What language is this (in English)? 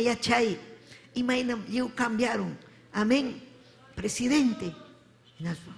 Ayacucho Quechua